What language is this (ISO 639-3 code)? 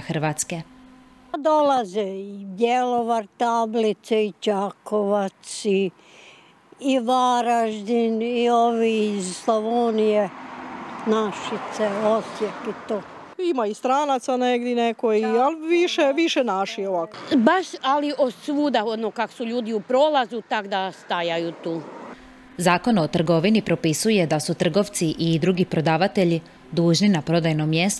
hrv